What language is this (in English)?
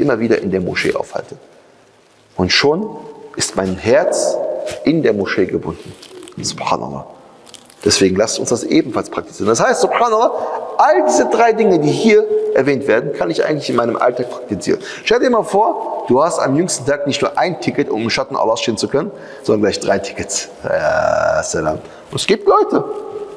German